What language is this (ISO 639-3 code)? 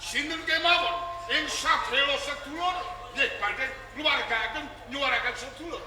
jav